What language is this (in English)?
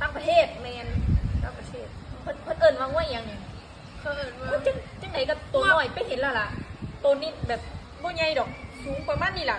Northeastern Thai